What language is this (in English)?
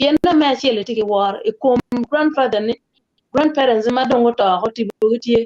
Acoli